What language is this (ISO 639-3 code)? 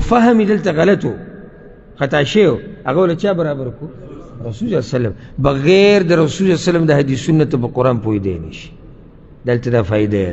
pus